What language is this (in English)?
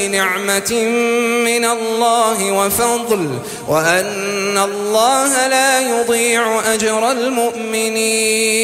Arabic